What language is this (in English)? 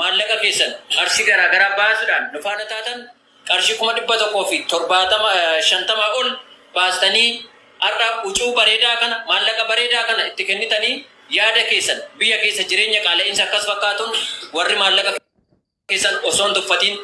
Oromo